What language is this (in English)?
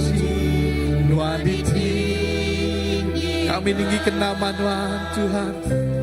Iban